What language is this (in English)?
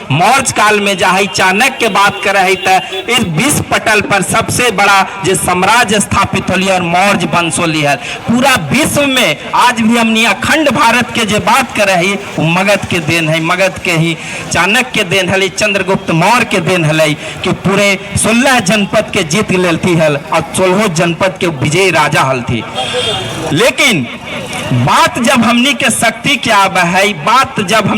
Magahi